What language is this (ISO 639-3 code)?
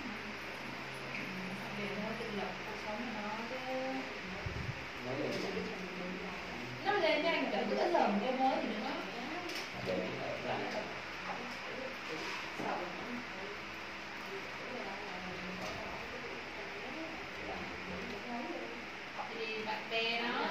vie